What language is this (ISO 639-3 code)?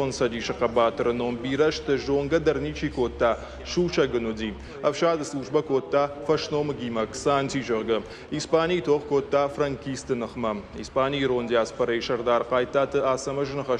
oss